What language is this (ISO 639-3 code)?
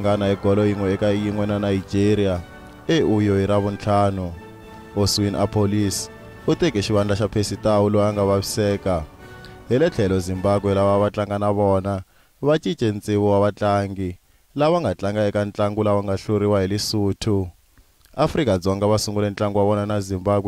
tso